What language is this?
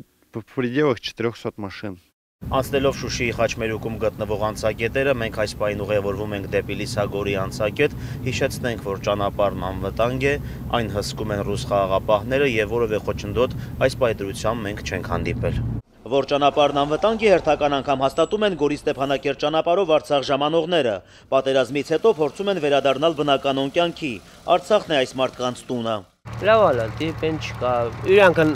Armenian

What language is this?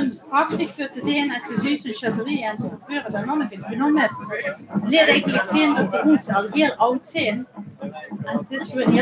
Limburgish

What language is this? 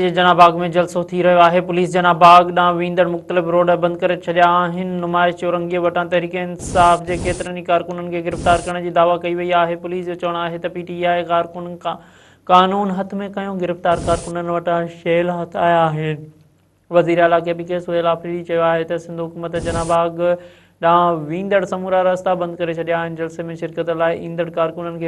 Sindhi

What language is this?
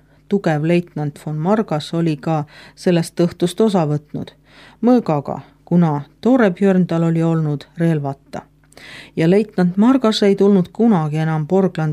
Estonian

